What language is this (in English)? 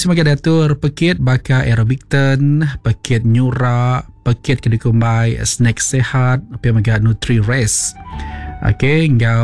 Iban